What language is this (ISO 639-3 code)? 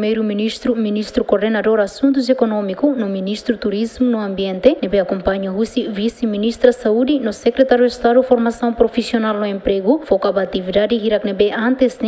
tet